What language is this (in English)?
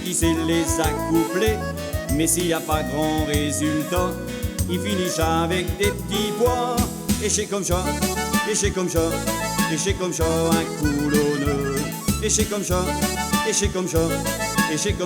Picard